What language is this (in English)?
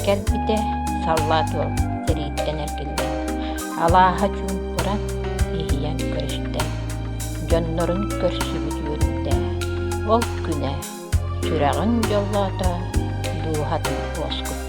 Yakut